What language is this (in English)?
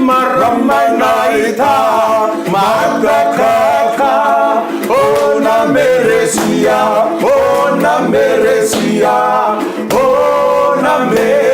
Fijian